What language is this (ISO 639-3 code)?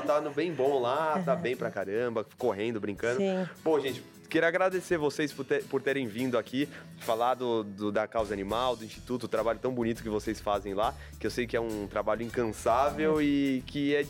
por